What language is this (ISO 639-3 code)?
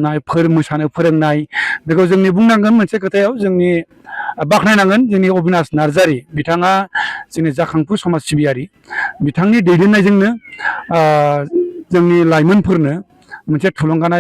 brx